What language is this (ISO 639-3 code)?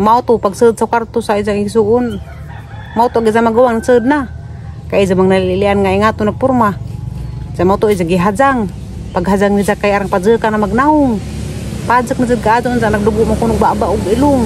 ceb